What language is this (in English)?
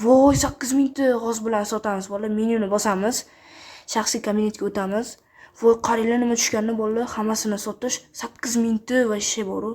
Uzbek